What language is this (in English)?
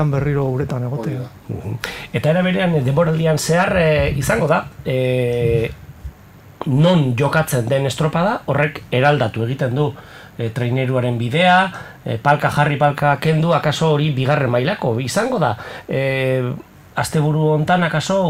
Basque